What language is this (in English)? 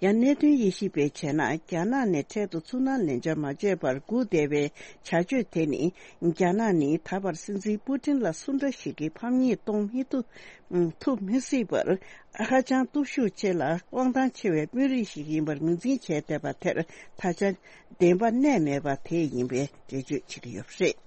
Tibetan